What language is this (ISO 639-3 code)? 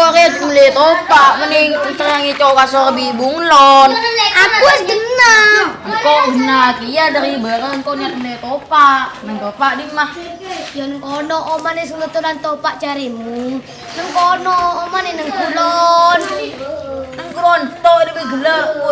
mad